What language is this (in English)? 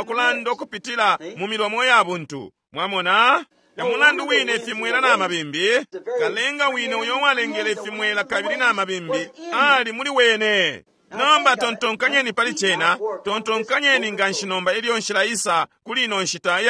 Bemba